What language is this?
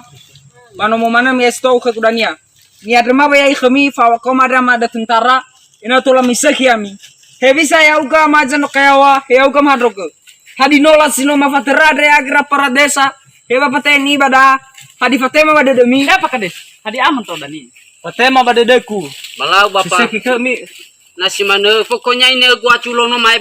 Nias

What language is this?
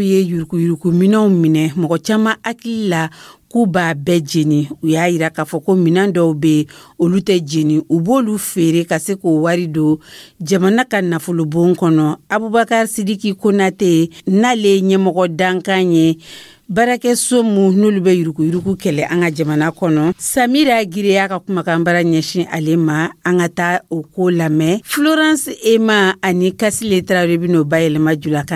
Dyula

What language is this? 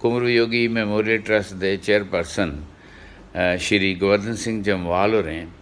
Dogri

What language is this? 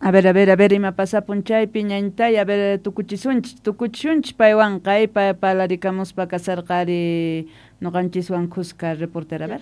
Quechua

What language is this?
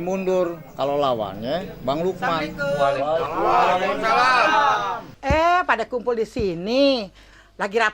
Betawi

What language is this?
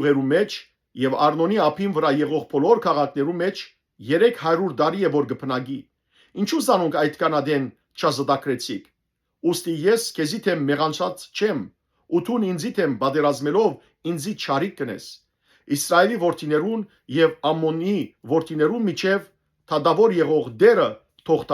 Western Armenian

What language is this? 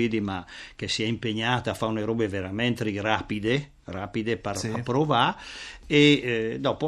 Friulian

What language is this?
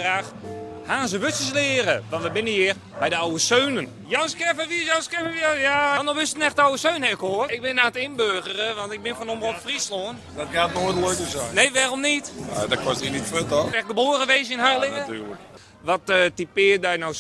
Western Frisian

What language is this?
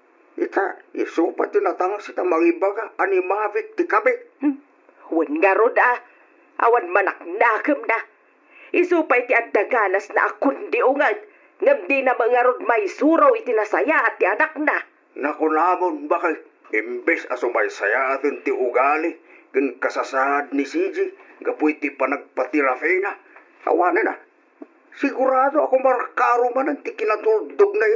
Iloko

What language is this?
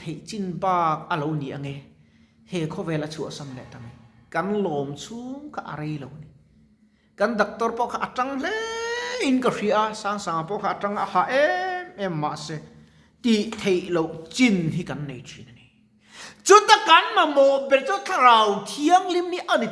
Mizo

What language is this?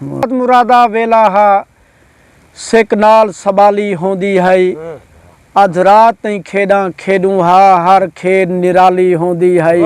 Saraiki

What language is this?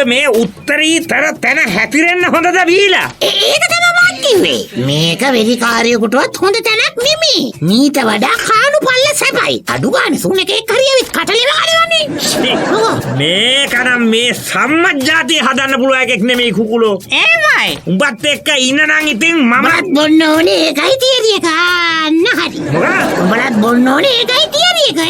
Sinhala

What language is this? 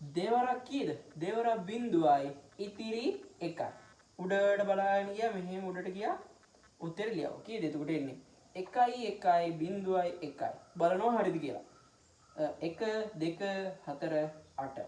Sinhala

